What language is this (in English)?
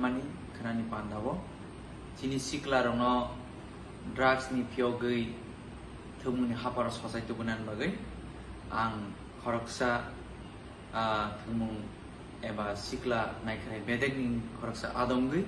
Kok Borok